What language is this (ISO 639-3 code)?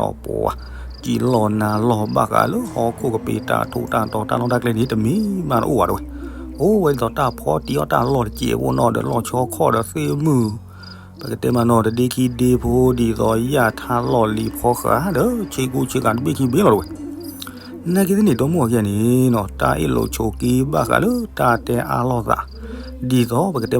ksw